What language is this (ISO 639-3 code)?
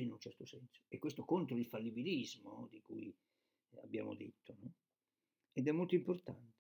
ita